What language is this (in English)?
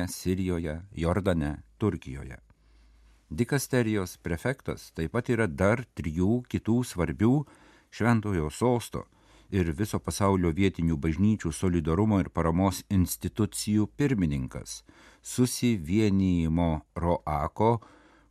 Lithuanian